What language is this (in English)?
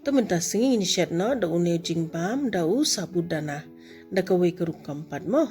Khasi